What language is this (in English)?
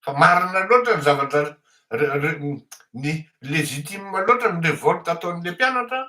Malagasy